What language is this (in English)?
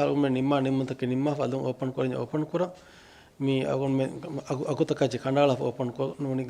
Divehi